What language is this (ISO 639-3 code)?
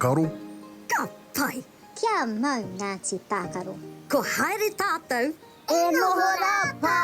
mri